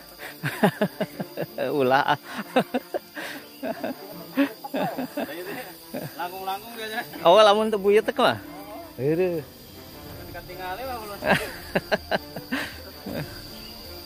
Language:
Sundanese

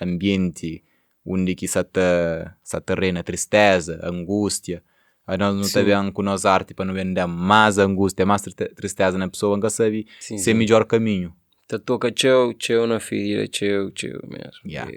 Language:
Kabuverdianu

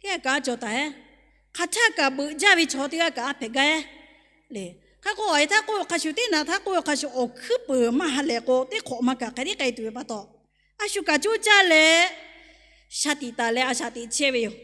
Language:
Lahu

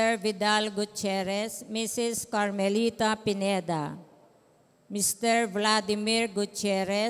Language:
Pampanga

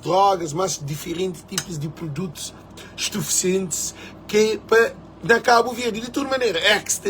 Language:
Kabuverdianu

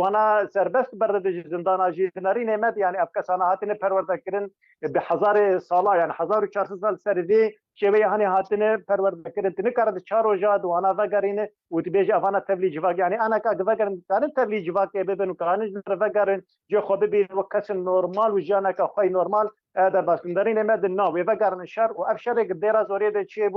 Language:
Kurdish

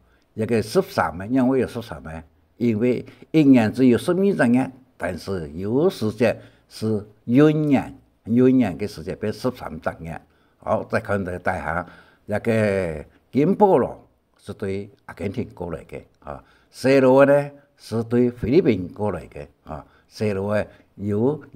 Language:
Hakka Chinese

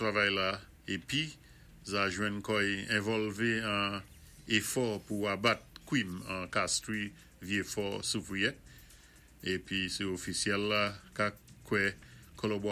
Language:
Saint Lucian Creole French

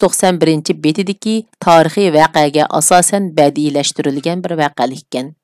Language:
Uyghur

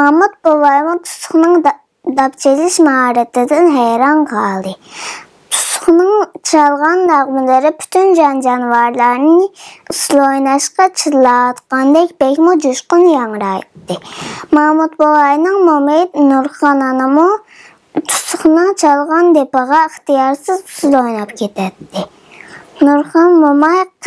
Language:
Uyghur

